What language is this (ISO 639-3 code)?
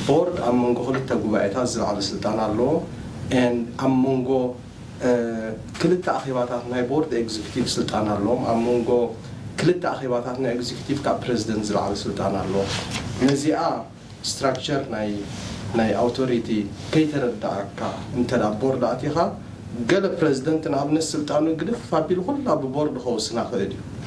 tir